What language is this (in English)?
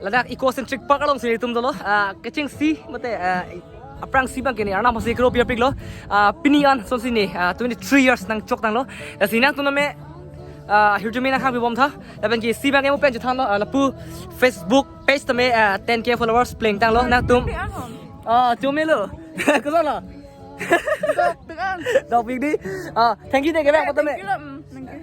Karbi